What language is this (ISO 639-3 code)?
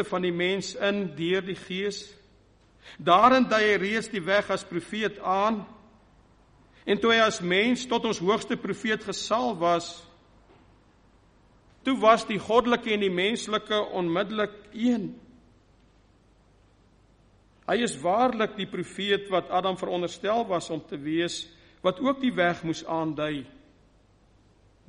afr